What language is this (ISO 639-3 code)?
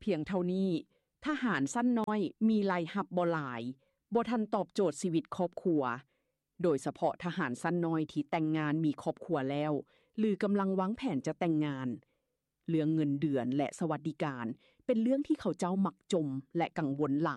lao